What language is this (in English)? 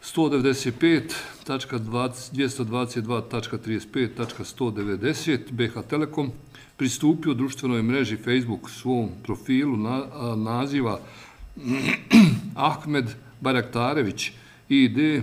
Bosnian